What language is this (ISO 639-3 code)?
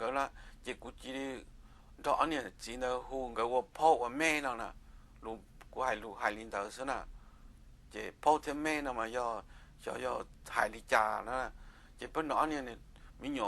hmn